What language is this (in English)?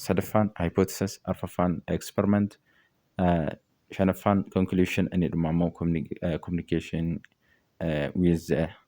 Oromo